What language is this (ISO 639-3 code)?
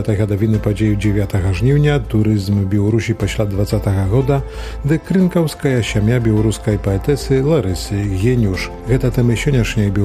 bel